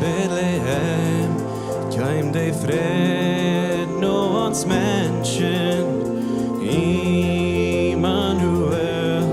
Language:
Plautdietsch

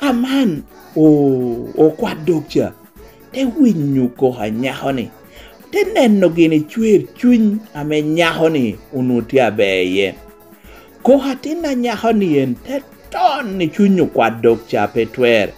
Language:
Lango (Uganda)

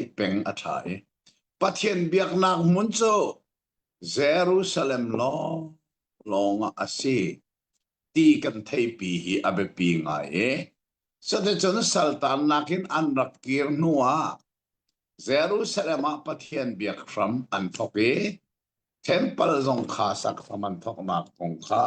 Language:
Hakha Chin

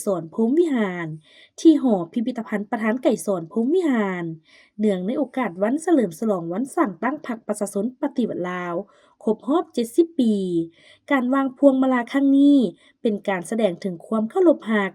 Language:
Lao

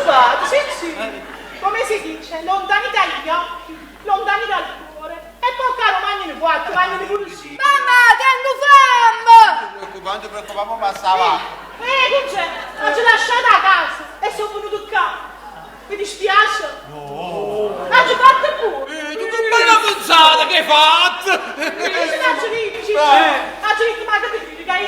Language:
Neapolitan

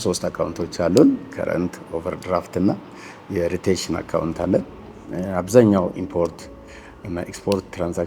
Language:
Amharic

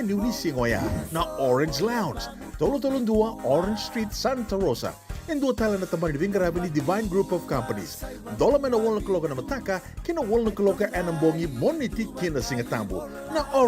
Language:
Fijian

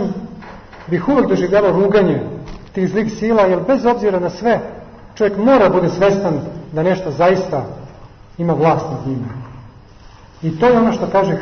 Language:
Serbian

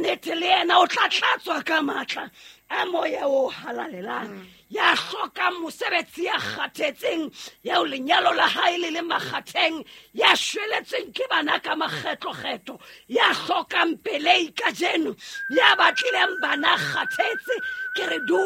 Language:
Southern Sotho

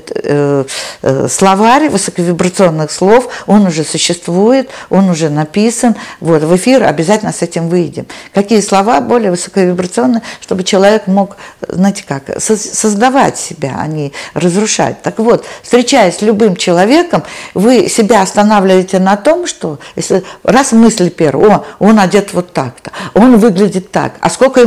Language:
Russian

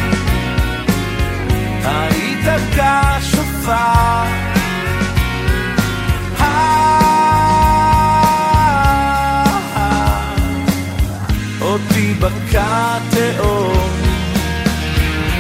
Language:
Hebrew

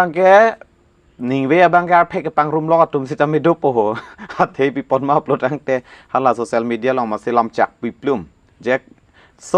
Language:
Karbi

